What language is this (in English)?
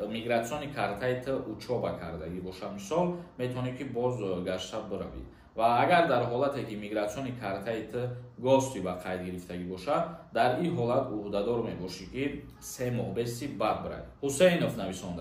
Tajik